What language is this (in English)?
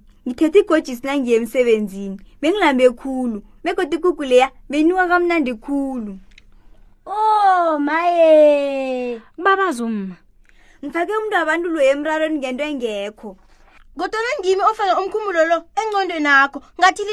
South Ndebele